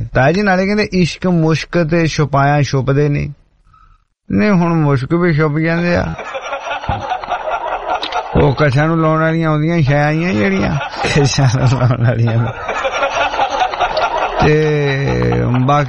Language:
Punjabi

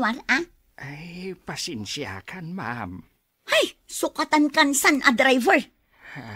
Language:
Iloko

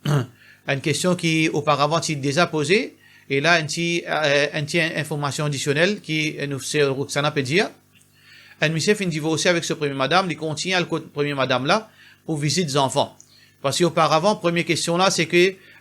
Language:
Morisyen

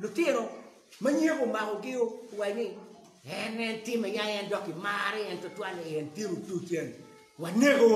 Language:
Acoli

